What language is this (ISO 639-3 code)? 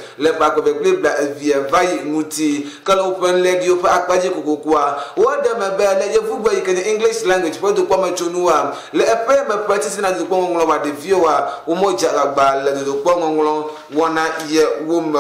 ewe